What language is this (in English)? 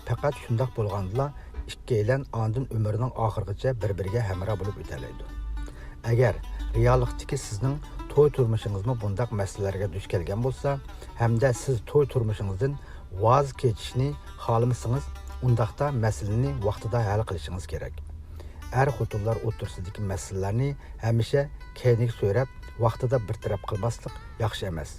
Uyghur